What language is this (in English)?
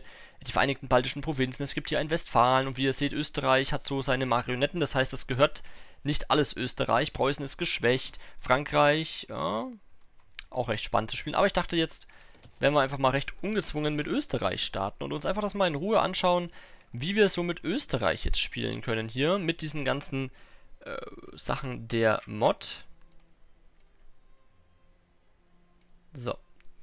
German